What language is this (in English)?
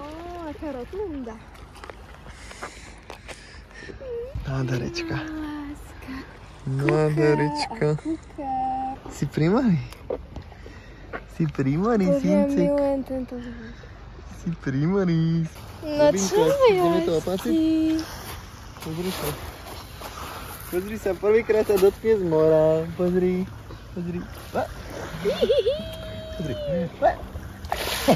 Slovak